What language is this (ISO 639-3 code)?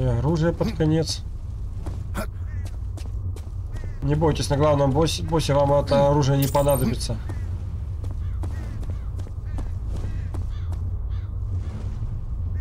rus